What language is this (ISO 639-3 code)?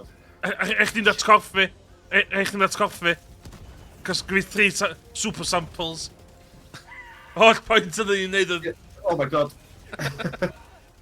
cym